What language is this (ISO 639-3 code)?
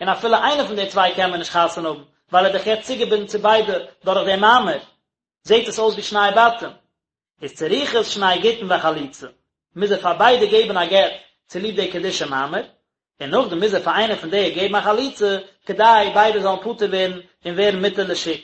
yid